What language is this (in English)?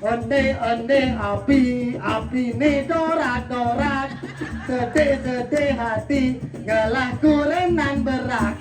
Balinese